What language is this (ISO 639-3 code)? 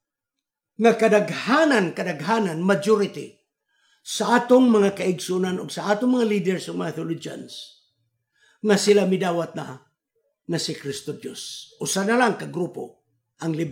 ceb